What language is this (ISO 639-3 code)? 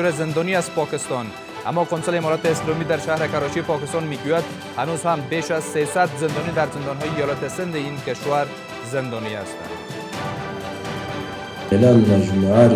fas